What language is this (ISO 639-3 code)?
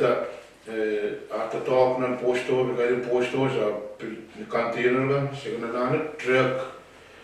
pon